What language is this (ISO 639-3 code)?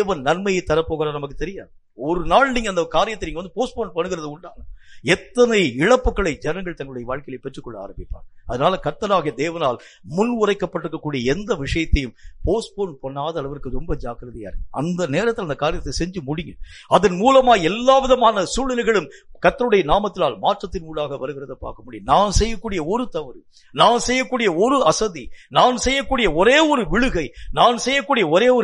tam